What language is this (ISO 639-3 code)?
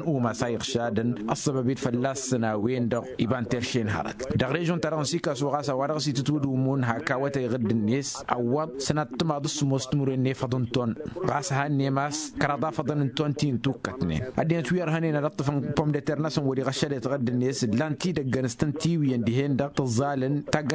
taq